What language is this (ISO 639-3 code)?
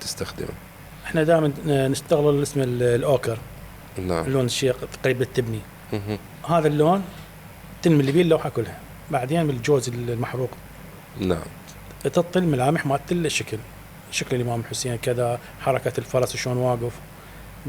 acm